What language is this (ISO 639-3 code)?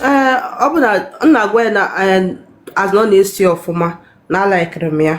ibo